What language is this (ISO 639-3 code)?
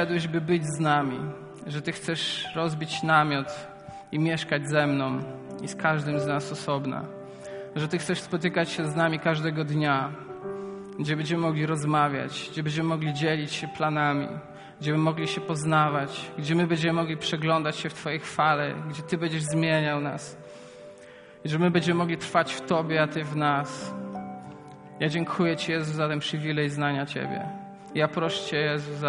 pol